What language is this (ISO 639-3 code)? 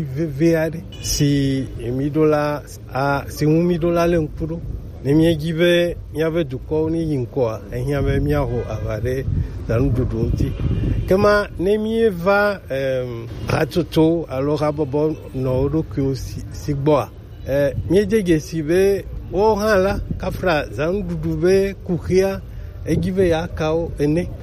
gej